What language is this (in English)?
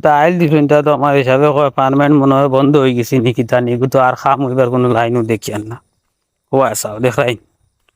Sylheti